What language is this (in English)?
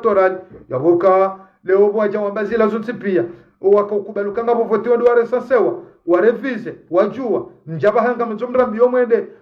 Ngazidja Comorian